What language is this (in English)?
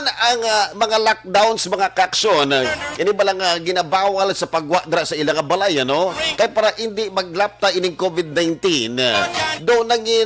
Hiligaynon